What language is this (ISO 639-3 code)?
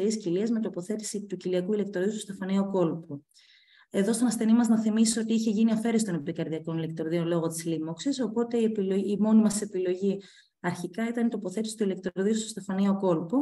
ell